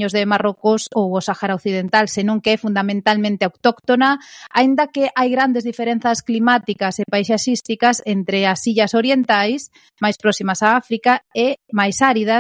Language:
Galician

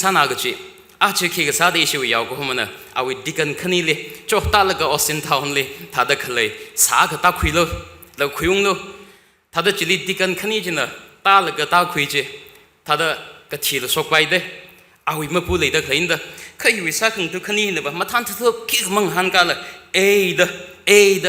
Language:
Tangkhul Naga (India)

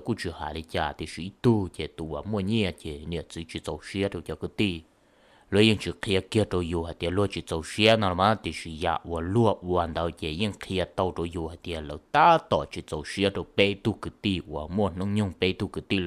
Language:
Hmong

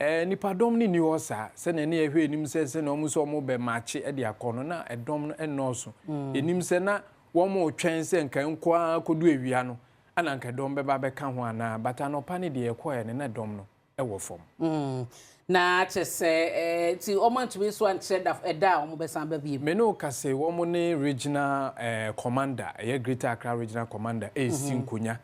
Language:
Akan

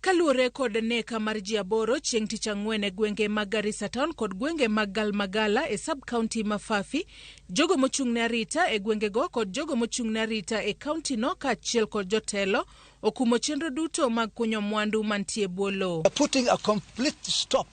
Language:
Luo (Kenya and Tanzania)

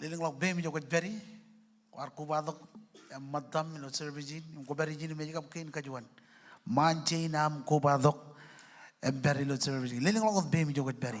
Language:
Marshallese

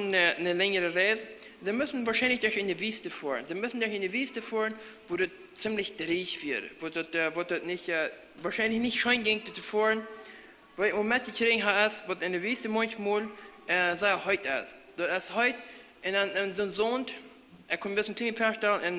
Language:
Plautdietsch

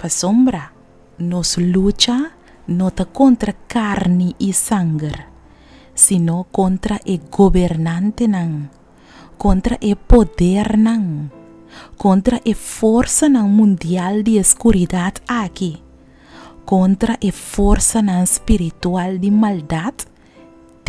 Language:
Papiamento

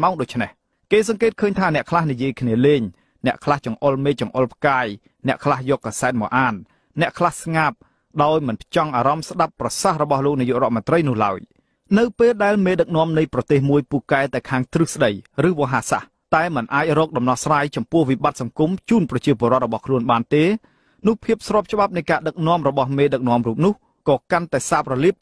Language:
Khmer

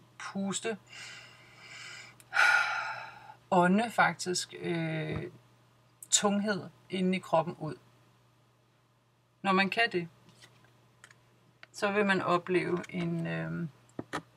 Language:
Danish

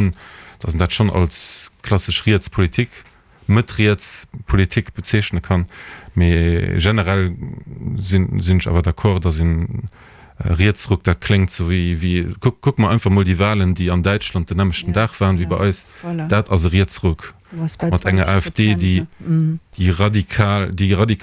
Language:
Luxembourgish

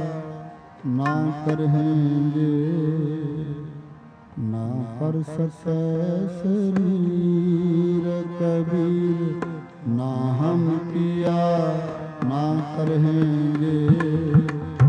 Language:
Punjabi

